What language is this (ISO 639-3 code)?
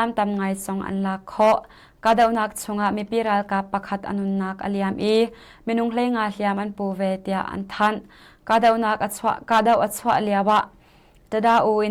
cnh